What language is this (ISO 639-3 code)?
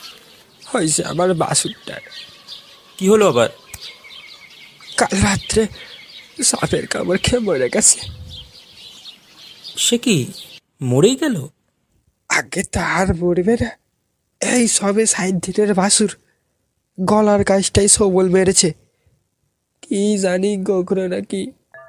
ben